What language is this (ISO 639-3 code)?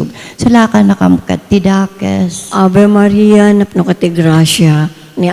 ilo